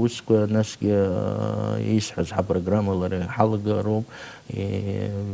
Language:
Abkhazian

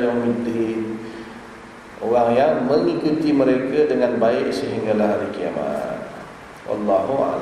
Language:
Malay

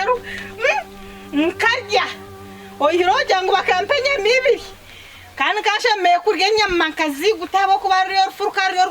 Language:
Nyankole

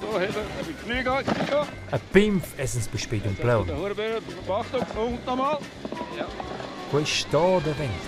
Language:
Romansh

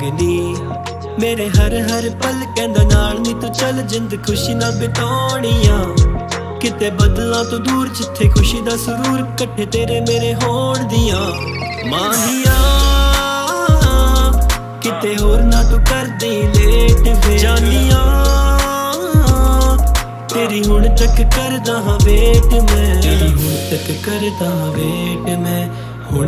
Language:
Punjabi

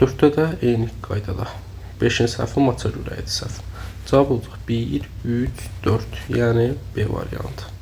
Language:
Azerbaijani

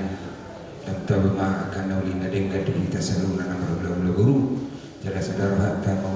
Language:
Batak Toba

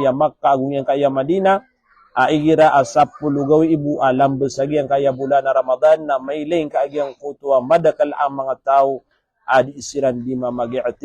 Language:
Maranao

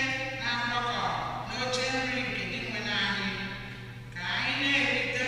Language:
Igbo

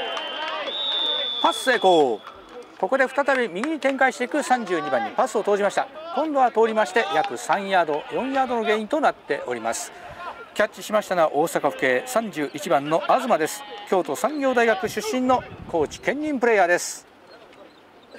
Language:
Japanese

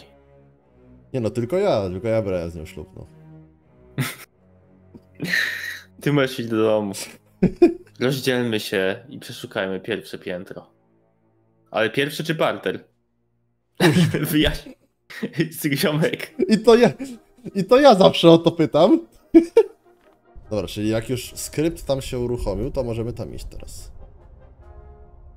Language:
Polish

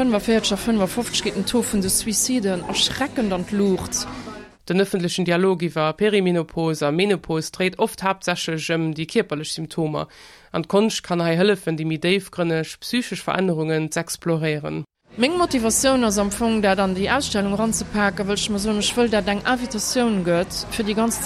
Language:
Luxembourgish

